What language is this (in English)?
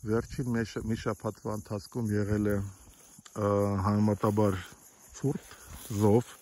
Armenian